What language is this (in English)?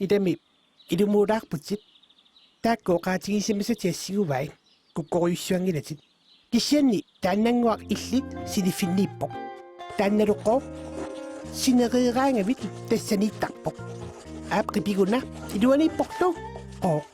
Kalaallisut